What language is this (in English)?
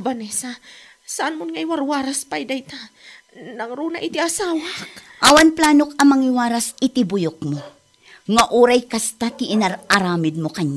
Iloko